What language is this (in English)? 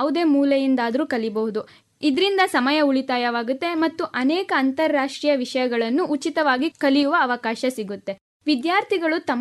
Kannada